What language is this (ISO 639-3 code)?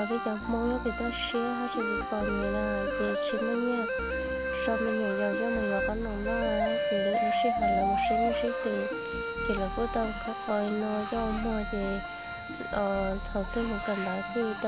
hmn